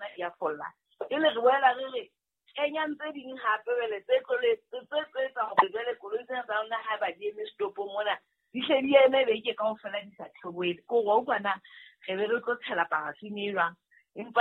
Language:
Southern Sotho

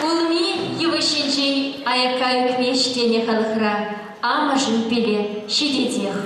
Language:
Chuvash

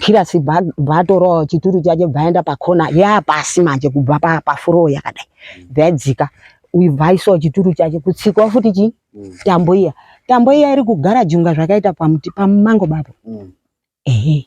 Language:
Shona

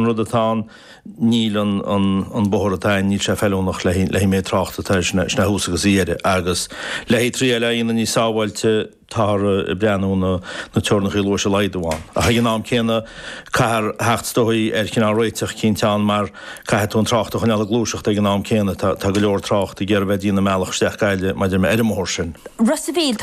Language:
Irish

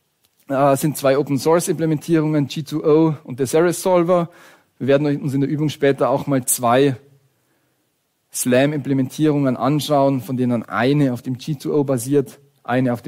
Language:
German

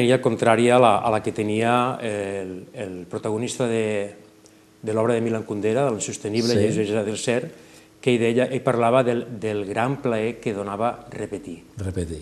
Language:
Catalan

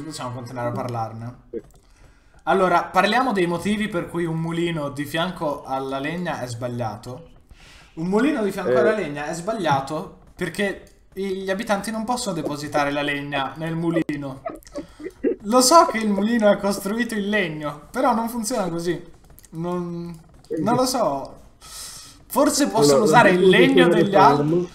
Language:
Italian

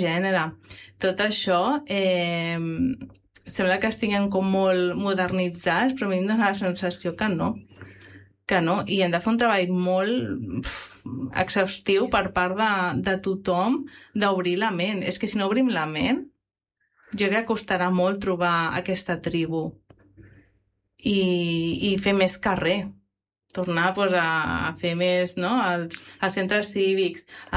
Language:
Catalan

